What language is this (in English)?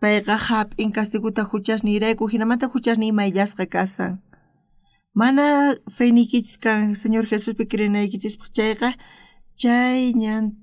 South Bolivian Quechua